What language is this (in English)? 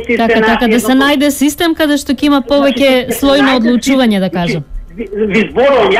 Macedonian